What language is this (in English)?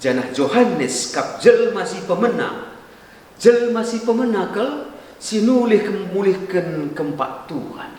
Batak Karo